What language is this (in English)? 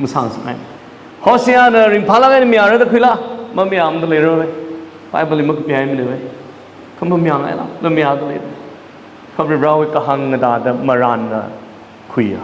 Tangkhul Naga (India)